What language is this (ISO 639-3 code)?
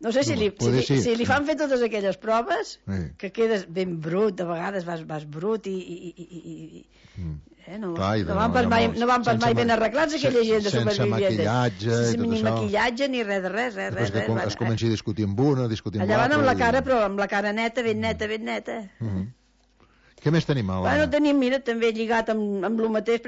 cat